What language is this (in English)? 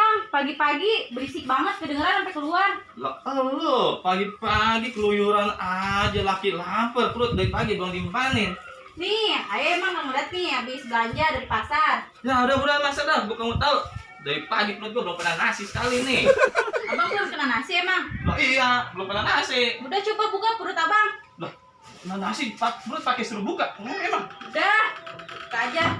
Betawi